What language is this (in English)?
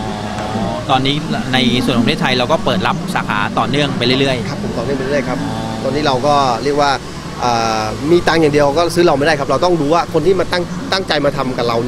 Thai